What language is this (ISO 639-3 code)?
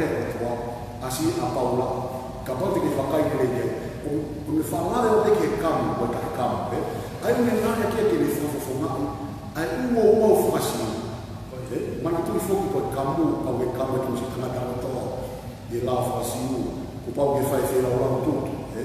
ton